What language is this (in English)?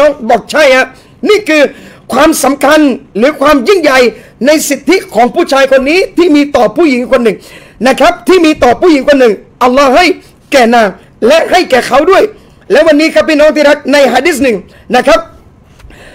Thai